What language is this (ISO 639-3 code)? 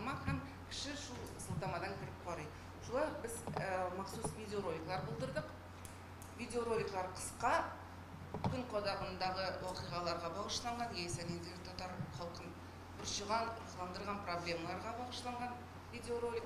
tat